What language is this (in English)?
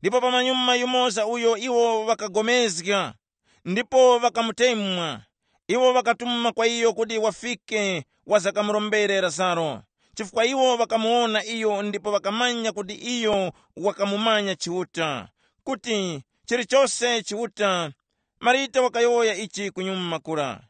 Tumbuka